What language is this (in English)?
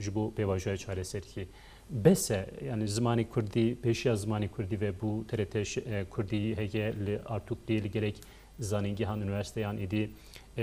Kurdish